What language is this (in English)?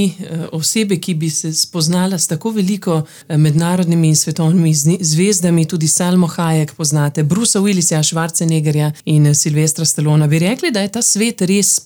Slovenian